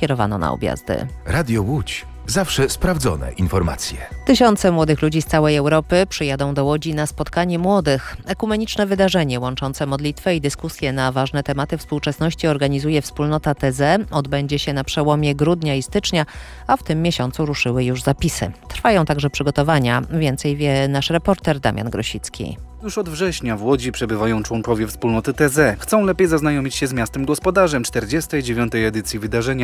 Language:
Polish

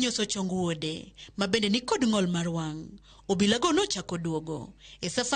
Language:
Luo (Kenya and Tanzania)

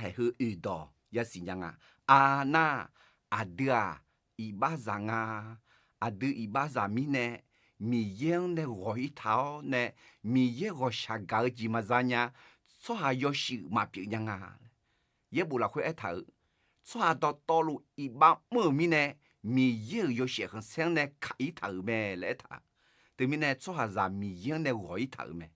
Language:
Akha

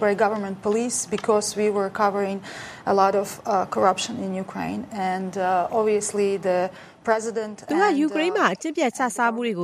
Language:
Burmese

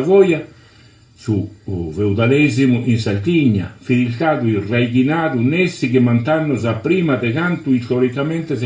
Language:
Sardinian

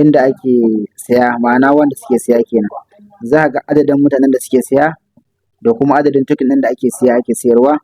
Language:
Hausa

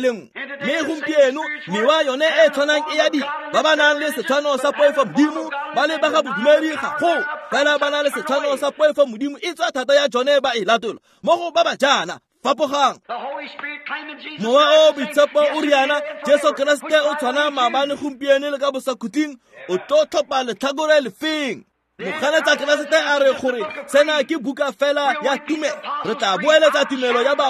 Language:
Tswana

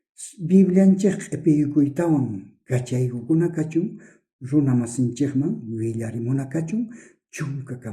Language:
South Bolivian Quechua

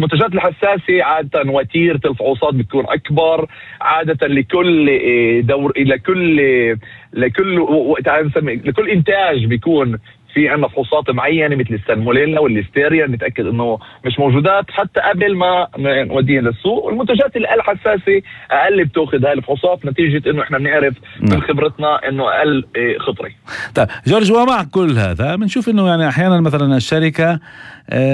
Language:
North Levantine Arabic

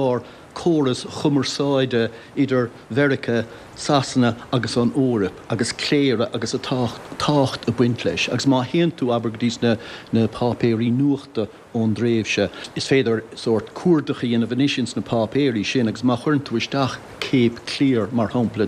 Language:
Irish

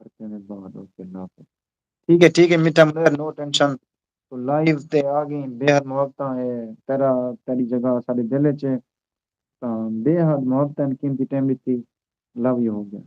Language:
Saraiki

